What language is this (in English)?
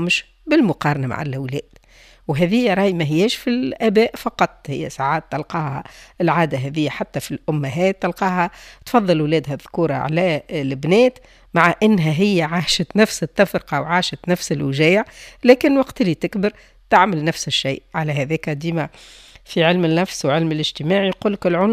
Tunisian Arabic